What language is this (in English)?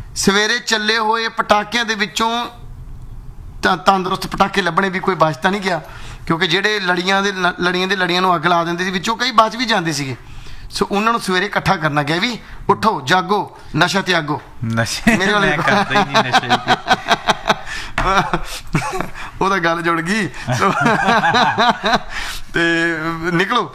Punjabi